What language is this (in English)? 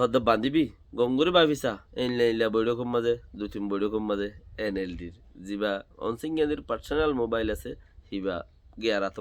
Rohingya